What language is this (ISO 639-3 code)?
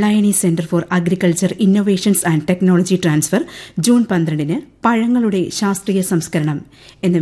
mal